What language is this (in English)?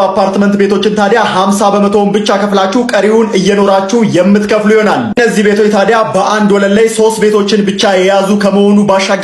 Amharic